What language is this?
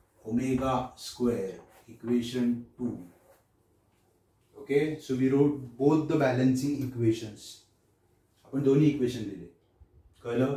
Marathi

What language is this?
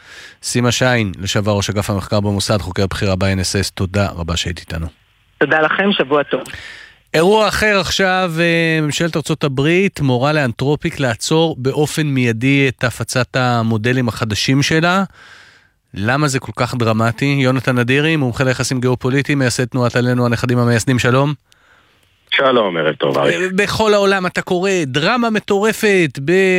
Hebrew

